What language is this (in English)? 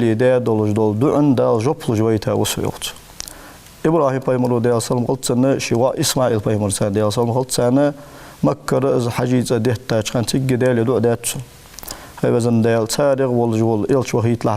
Ingush